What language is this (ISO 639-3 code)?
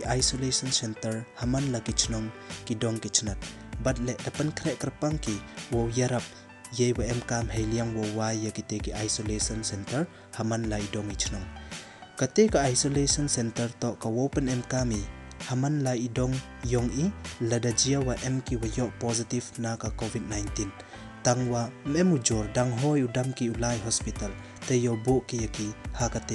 pbv